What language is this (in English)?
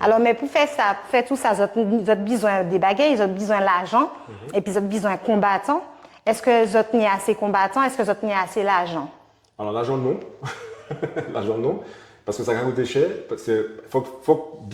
Guadeloupean Creole French